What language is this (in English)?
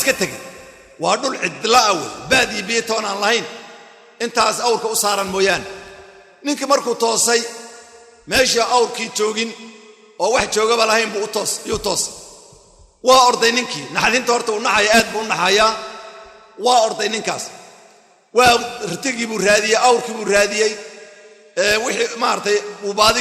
Somali